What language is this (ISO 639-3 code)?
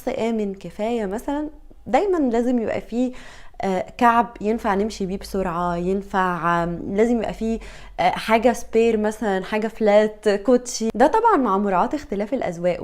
arz